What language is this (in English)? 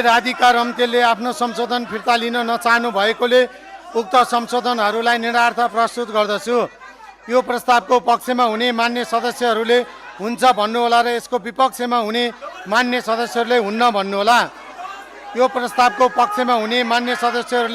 Nepali